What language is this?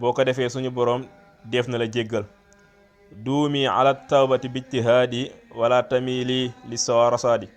Wolof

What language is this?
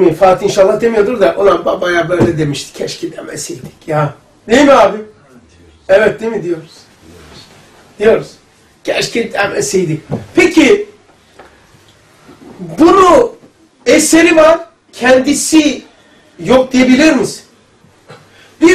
Turkish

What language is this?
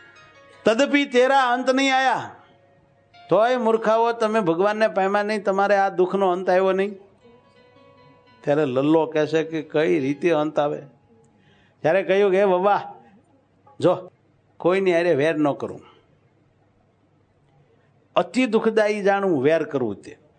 Gujarati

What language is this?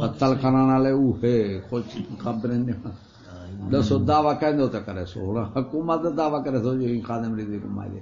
Saraiki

